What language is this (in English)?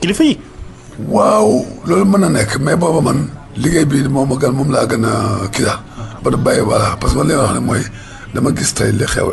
Wolof